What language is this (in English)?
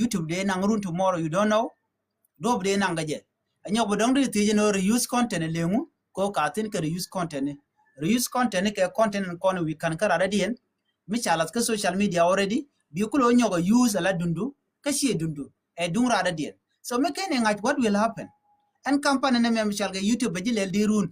Nuer